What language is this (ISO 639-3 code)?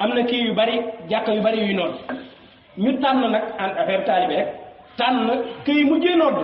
wol